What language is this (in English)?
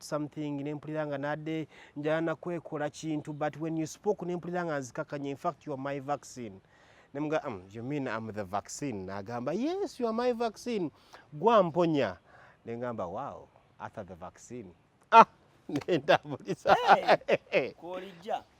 Ganda